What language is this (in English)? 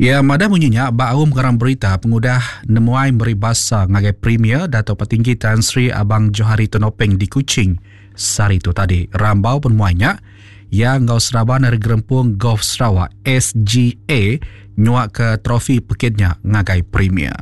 Iban